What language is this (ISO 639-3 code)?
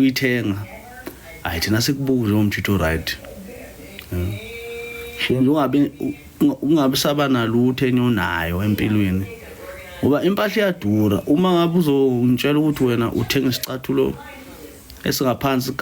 zul